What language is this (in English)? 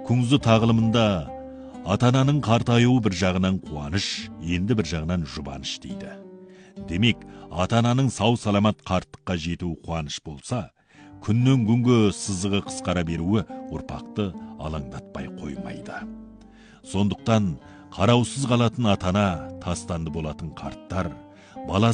Kazakh